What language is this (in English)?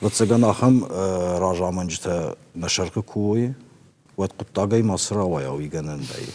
Ossetic